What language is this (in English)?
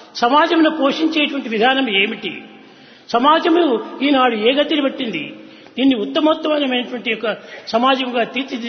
Telugu